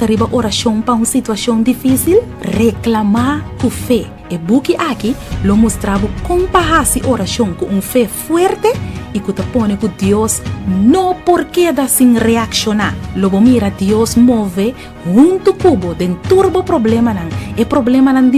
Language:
Papiamento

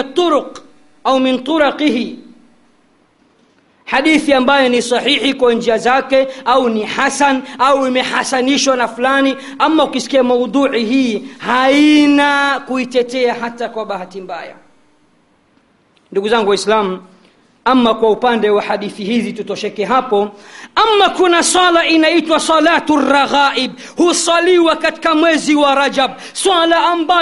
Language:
Swahili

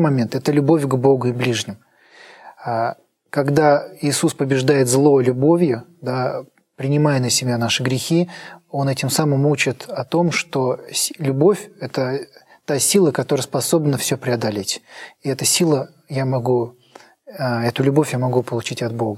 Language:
Russian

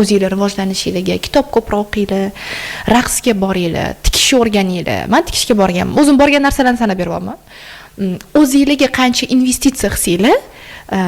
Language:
Uzbek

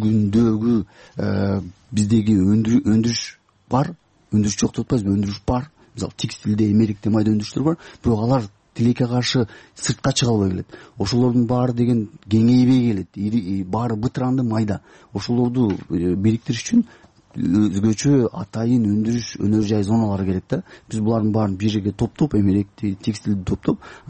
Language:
Kyrgyz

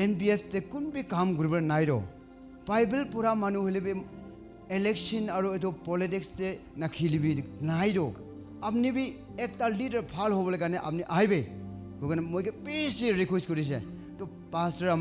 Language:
Naga Pidgin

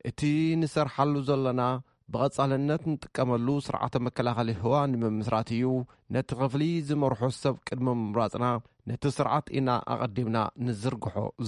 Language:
Tigrinya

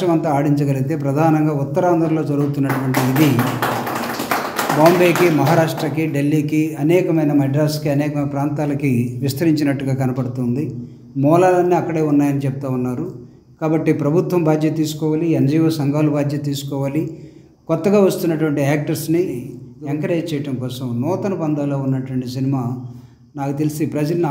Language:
Telugu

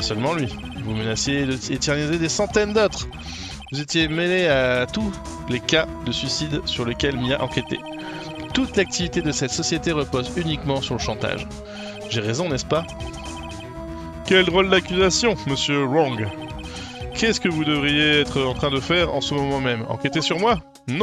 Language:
French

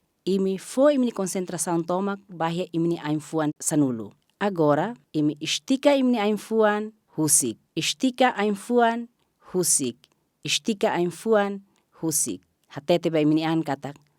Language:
Tetum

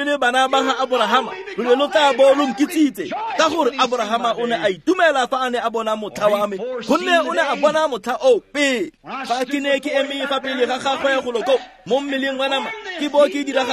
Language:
Tswana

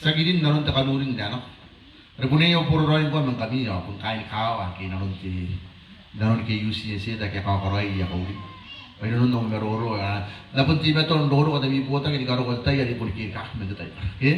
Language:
Gilbertese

